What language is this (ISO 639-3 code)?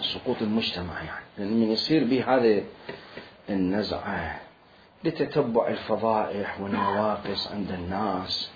acm